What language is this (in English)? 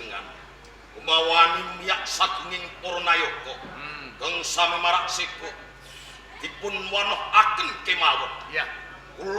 Javanese